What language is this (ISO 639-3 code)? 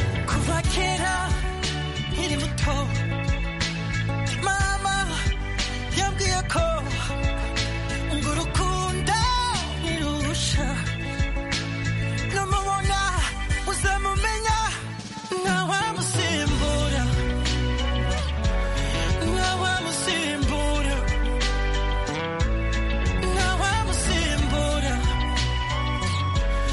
kin